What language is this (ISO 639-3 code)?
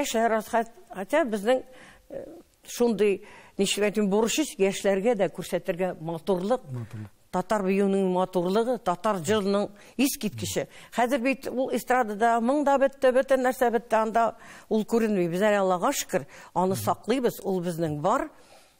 tat